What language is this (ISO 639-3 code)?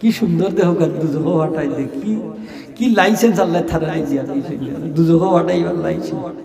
syl